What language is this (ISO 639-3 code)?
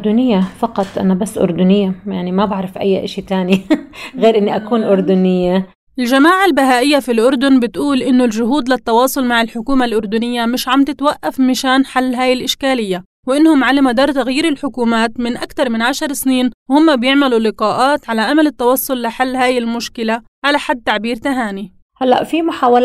apc